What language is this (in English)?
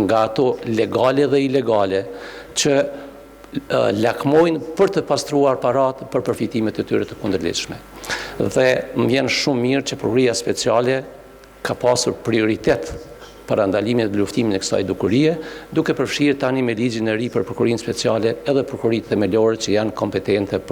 Albanian